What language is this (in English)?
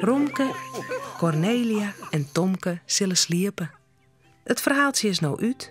Western Frisian